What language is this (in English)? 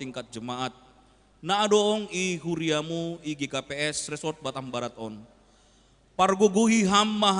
Batak Simalungun